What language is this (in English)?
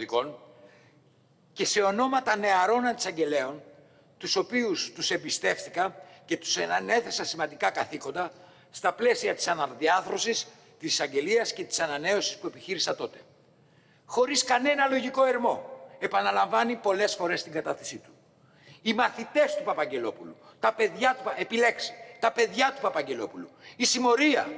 Greek